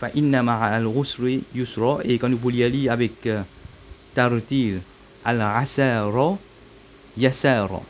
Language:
Morisyen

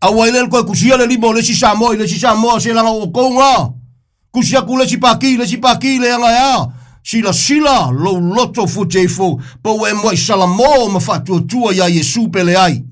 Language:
Samoan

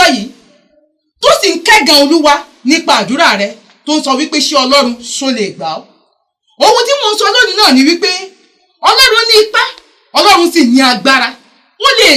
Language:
Yoruba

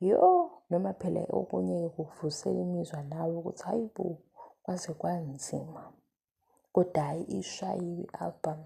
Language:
Zulu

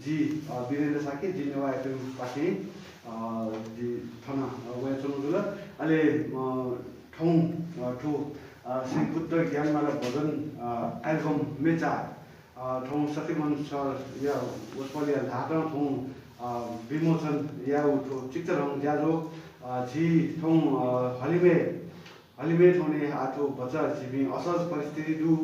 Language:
Newari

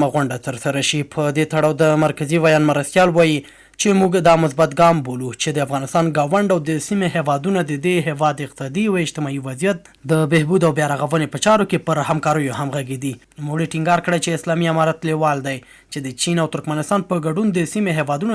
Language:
Pashto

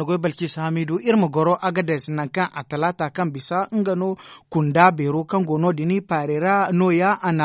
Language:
Zarma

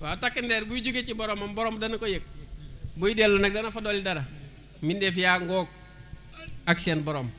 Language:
Wolof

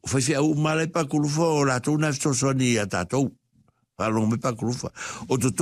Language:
Samoan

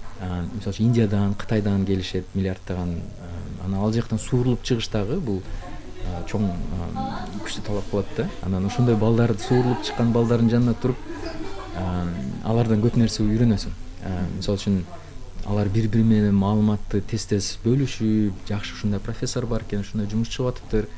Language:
Kyrgyz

